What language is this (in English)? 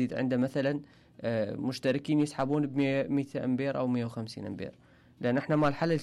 Mesopotamian Arabic